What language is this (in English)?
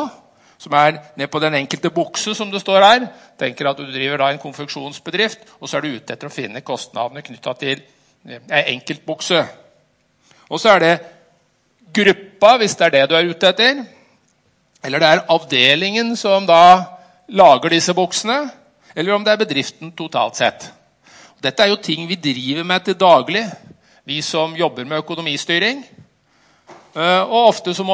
Norwegian